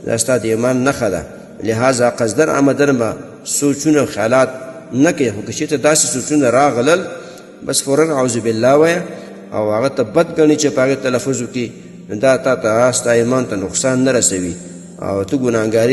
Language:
Pashto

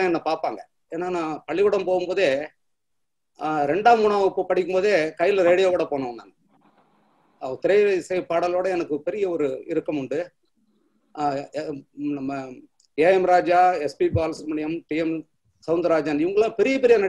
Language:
Tamil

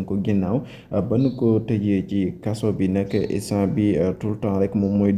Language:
Wolof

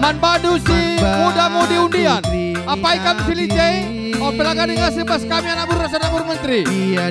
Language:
Batak Karo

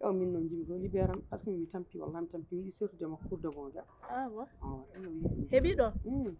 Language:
Fula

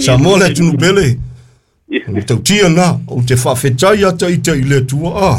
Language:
Samoan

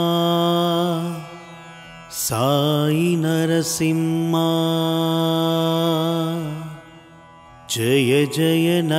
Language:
Tamil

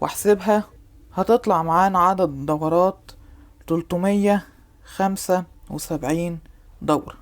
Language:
Egyptian Arabic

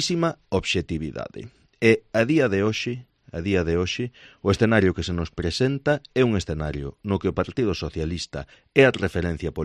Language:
Galician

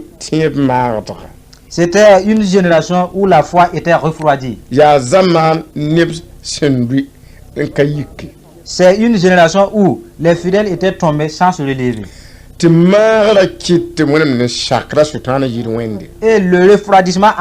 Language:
Mossi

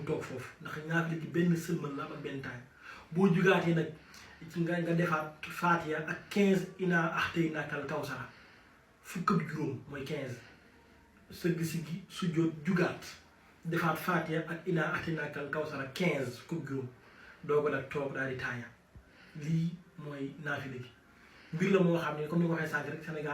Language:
Wolof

